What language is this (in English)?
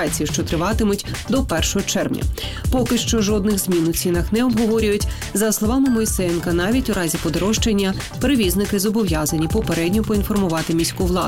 Ukrainian